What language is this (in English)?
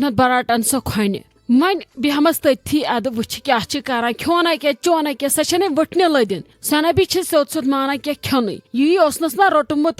Kashmiri